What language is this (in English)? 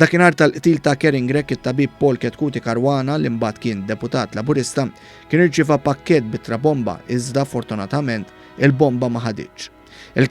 Maltese